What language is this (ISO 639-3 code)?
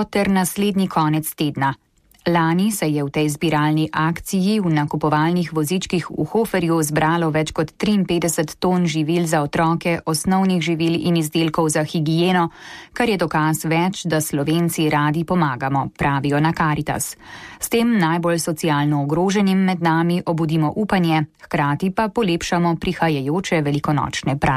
slv